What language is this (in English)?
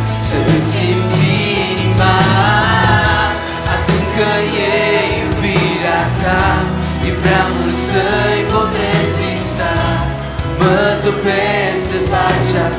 Romanian